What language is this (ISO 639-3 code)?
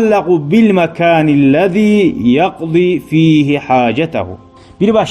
kum